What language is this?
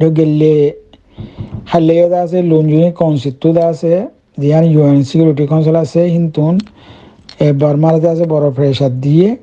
Rohingya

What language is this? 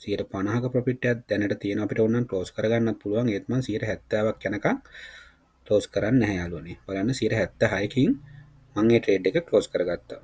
Sinhala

